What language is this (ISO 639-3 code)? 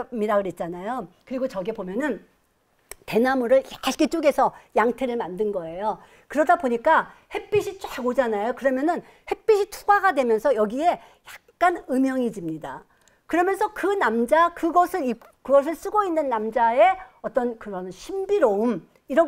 kor